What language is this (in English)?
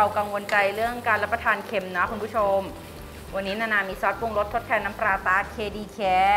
Thai